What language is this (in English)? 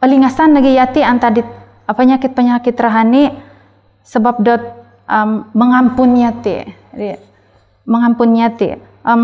Central Dusun